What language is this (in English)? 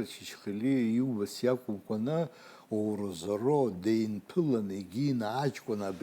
Abkhazian